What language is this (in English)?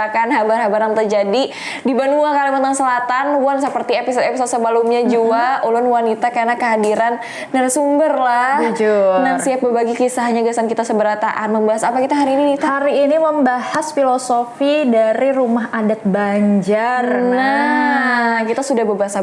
Banjar